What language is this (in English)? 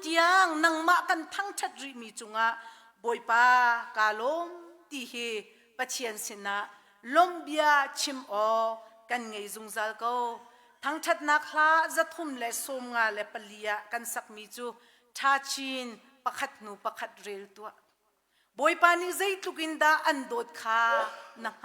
Hakha Chin